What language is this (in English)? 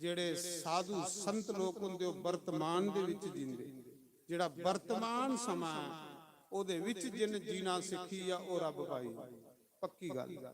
Dogri